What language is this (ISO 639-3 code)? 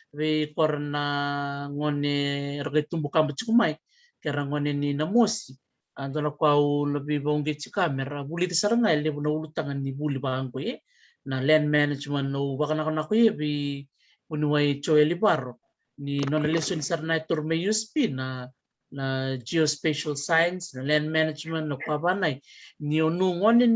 fij